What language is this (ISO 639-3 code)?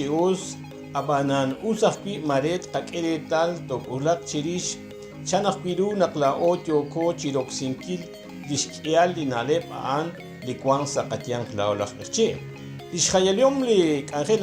kek